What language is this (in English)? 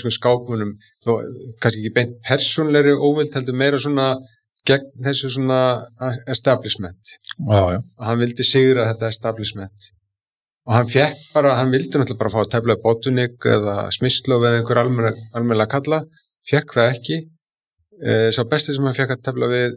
Icelandic